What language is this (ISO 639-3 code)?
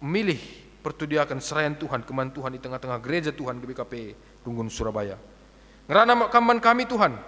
btx